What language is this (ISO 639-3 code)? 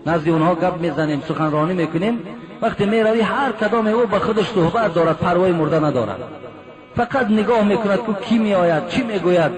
tgk